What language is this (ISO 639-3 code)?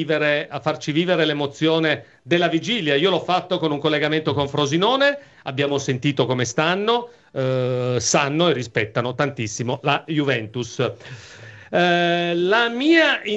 ita